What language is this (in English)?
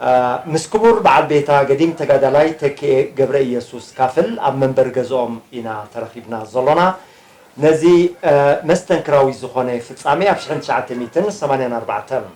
Tigrinya